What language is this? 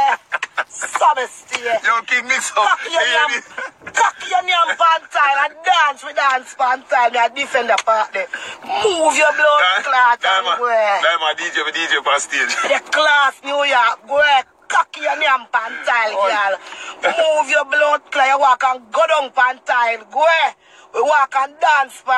Jamaican Creole English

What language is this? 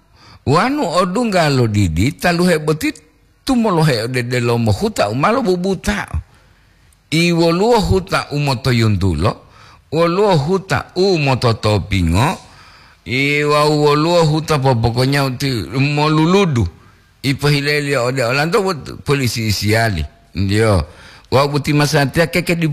Gorontalo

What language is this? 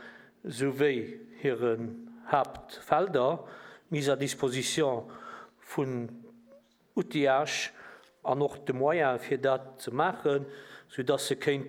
Luxembourgish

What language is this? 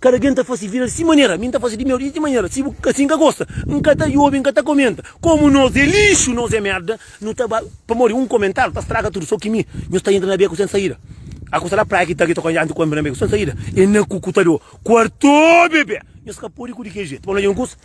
Kabuverdianu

